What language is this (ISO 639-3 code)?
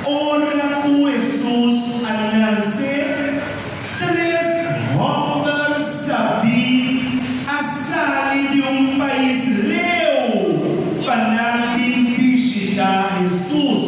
pap